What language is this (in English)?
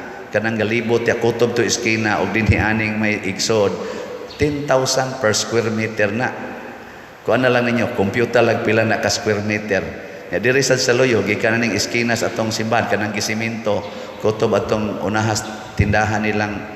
Cebuano